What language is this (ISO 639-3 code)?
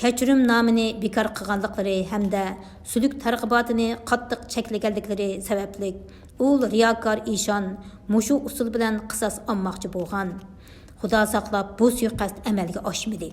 uig